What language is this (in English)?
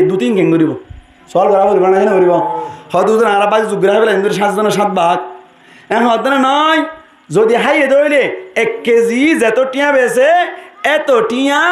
Rohingya